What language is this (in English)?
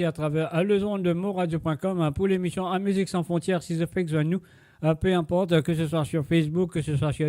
Morisyen